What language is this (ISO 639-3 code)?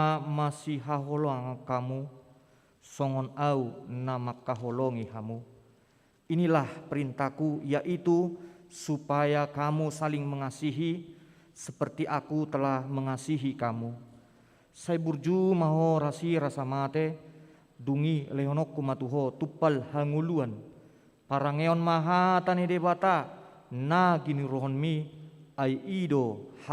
bbc